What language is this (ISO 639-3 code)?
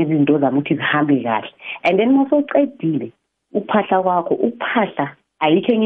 nbl